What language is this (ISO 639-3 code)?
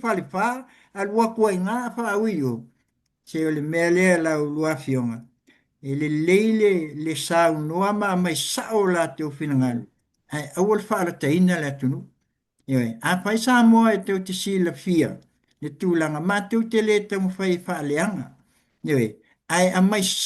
smo